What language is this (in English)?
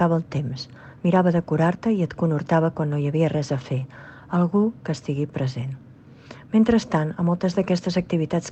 Catalan